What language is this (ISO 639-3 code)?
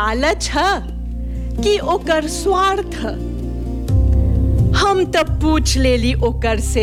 bho